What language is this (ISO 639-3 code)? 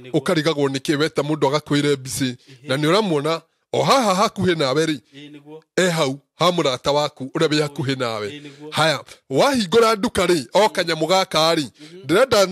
kik